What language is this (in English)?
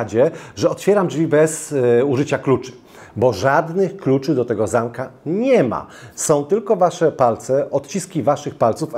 Polish